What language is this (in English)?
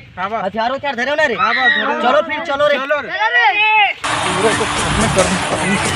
Chhattisgarhi